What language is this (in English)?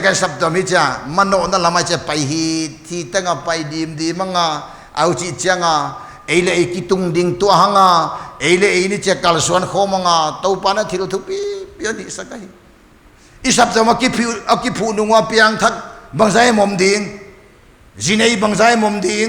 Paite Chin